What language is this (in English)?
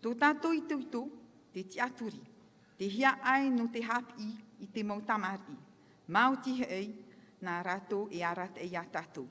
Tahitian